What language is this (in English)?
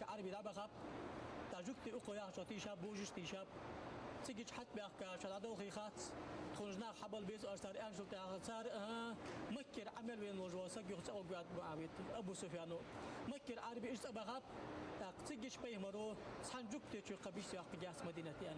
Ingush